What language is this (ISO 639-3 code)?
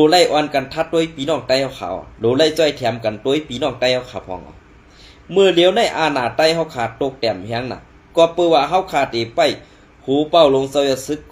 shn